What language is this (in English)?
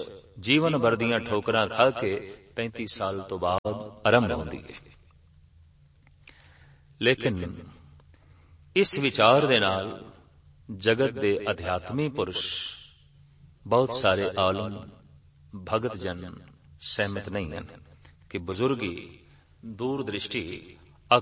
Punjabi